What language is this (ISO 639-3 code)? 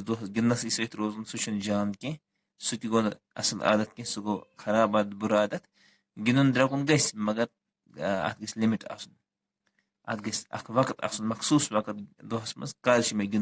kas